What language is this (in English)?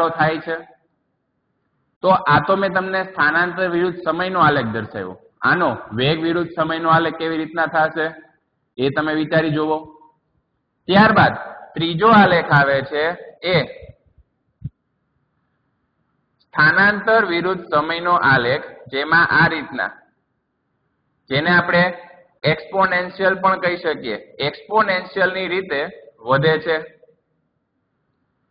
Gujarati